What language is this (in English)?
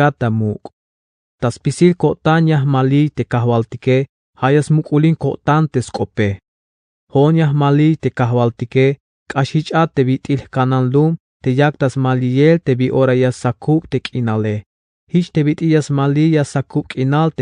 Tzeltal